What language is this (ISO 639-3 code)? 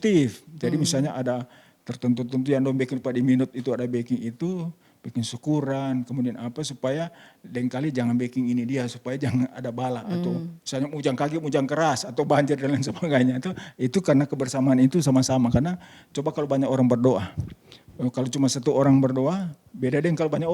xmm